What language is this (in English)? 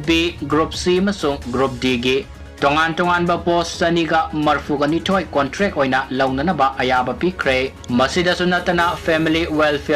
Manipuri